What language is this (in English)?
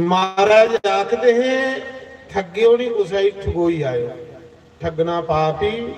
Dogri